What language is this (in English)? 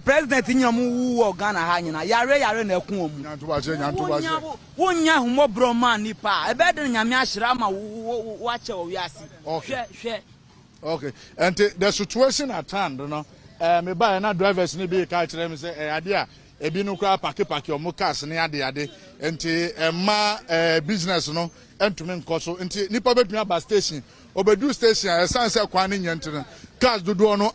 Akan